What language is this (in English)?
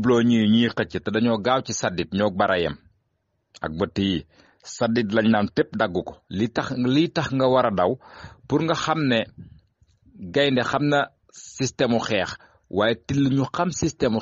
Wolof